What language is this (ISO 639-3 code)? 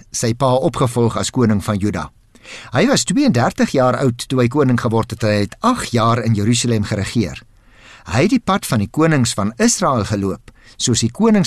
afr